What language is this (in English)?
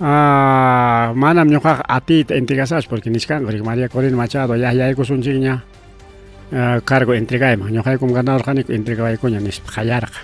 Ayacucho Quechua